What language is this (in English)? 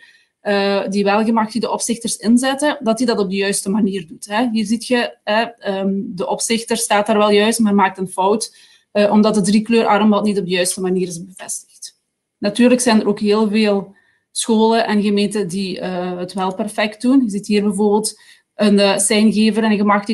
Dutch